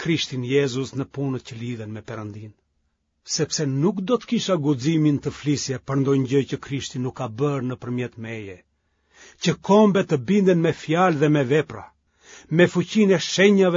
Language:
Albanian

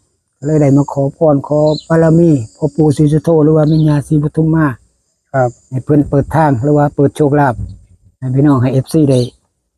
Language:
Northeastern Thai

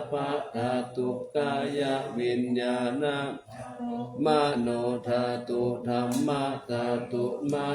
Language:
Pali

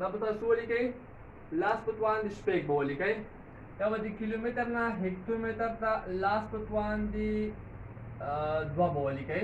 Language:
Pashto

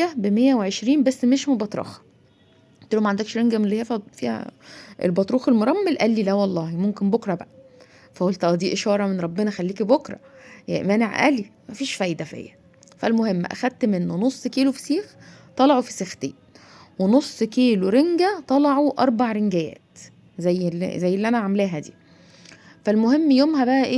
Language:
Egyptian Arabic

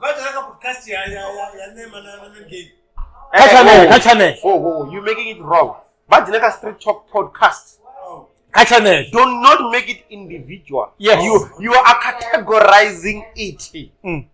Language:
Venda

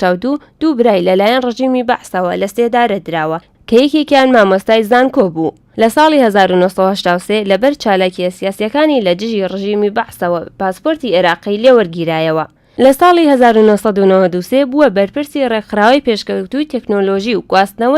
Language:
Central Kurdish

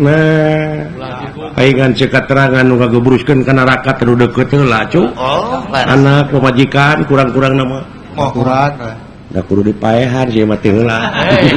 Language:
Sundanese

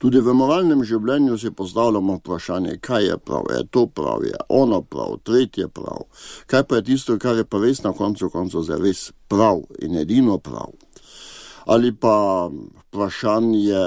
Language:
Slovenian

